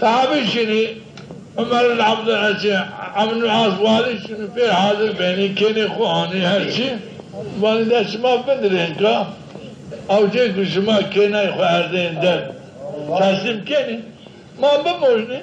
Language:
Zaza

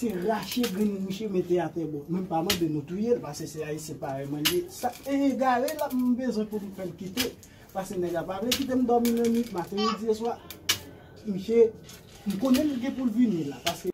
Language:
Haitian Creole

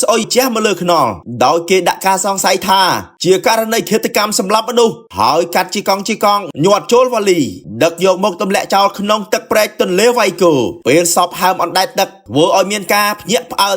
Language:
Khmer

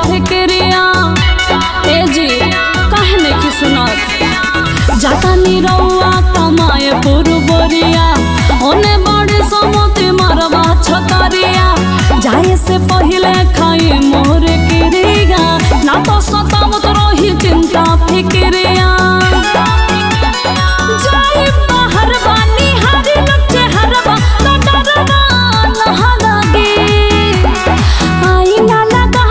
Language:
Bhojpuri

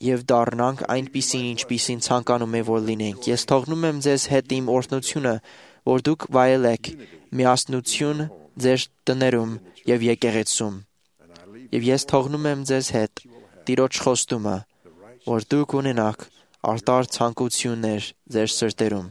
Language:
Armenian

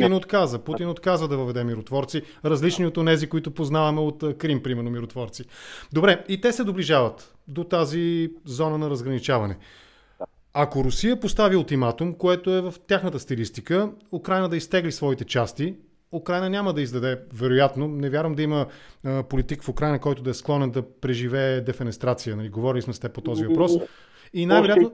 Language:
Bulgarian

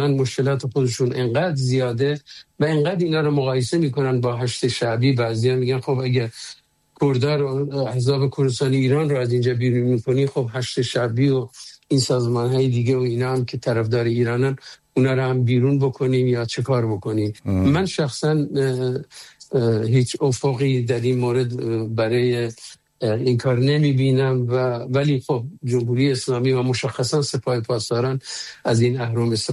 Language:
Persian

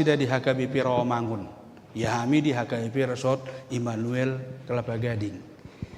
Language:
Batak Toba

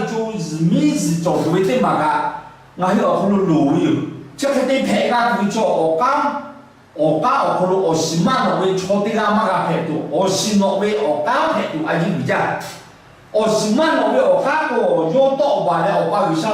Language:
Lahu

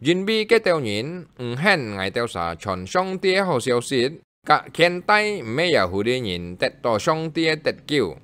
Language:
Hakka Chinese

